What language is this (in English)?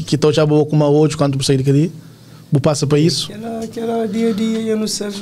Kabuverdianu